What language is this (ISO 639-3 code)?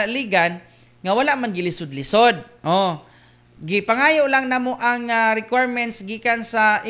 ceb